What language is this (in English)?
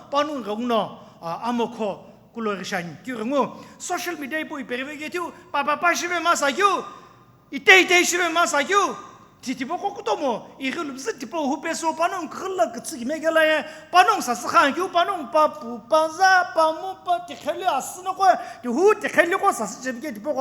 Sumi Naga